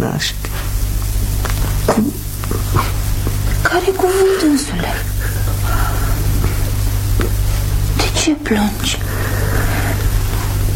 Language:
Romanian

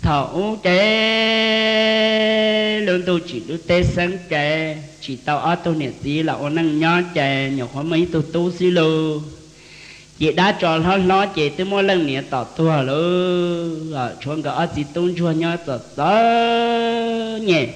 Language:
Hmong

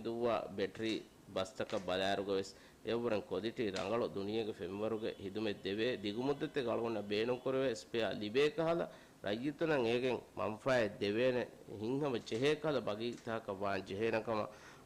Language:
Divehi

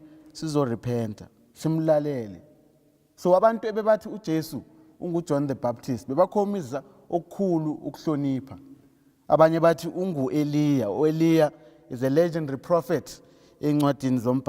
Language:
Zulu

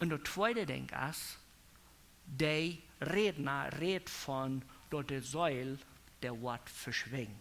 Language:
Plautdietsch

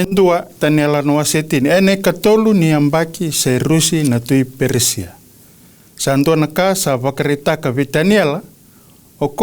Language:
Fijian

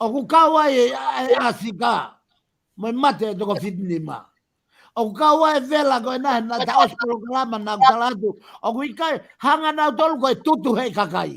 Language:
Tongan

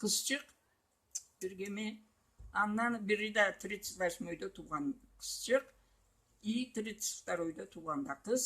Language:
Karachay-Balkar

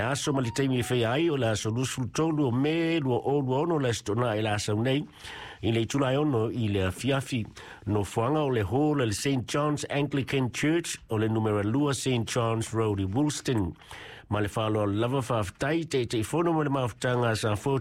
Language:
Samoan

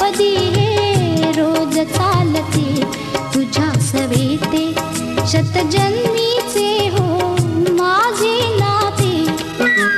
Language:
Marathi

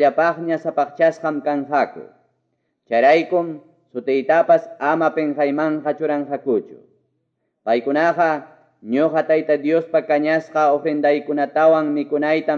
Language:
Quechua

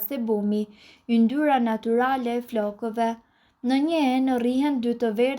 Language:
Albanian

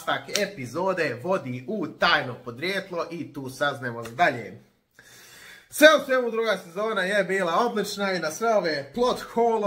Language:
Croatian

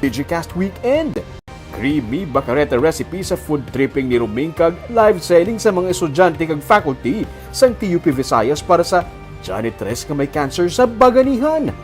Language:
Hiligaynon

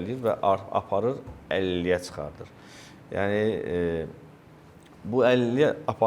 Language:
Azerbaijani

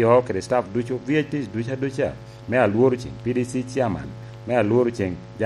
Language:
Lango (Uganda)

